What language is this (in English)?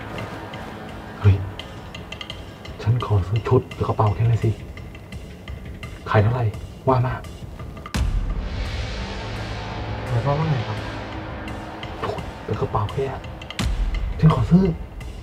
Thai